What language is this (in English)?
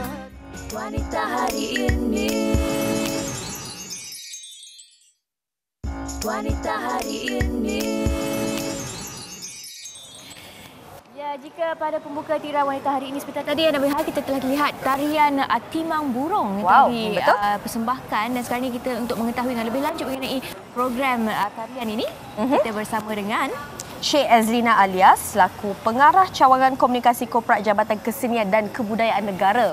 Malay